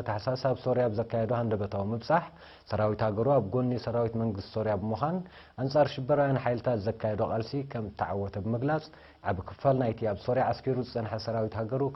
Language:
Tigrinya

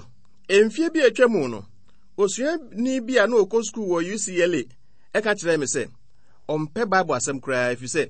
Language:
Akan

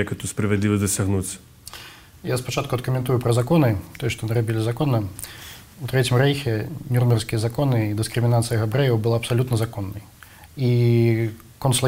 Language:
Belarusian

